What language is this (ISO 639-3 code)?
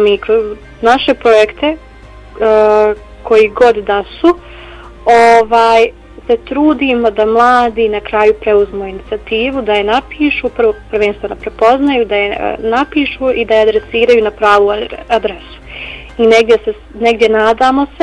bos